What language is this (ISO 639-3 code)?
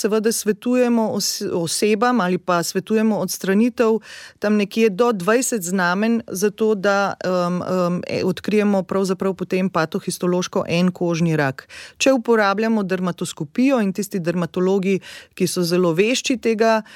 slv